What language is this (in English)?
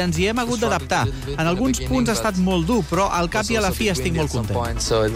Catalan